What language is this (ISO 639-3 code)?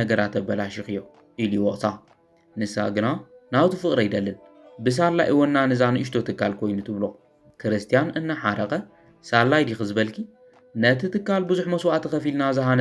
tir